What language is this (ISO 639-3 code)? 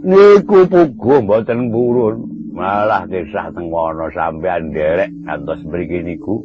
jav